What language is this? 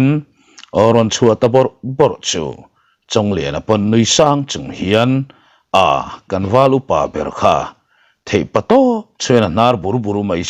Mizo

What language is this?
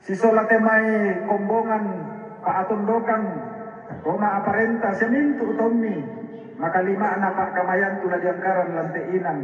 Toraja-Sa'dan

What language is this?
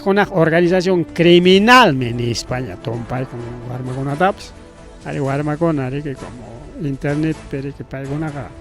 Ayacucho Quechua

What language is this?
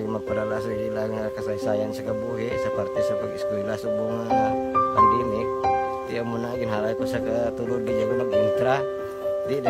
Hiligaynon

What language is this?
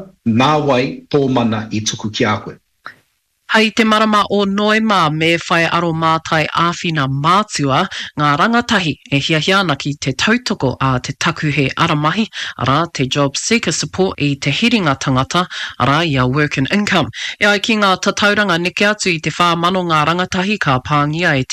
Māori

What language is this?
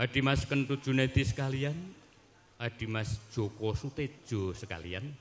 Javanese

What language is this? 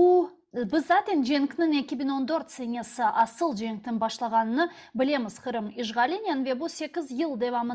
Crimean Tatar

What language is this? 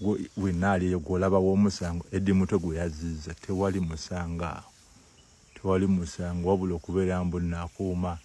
Ganda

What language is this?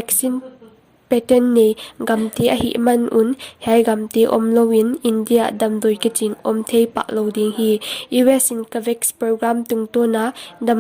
Paite Chin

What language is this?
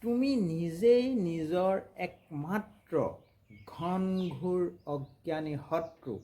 Assamese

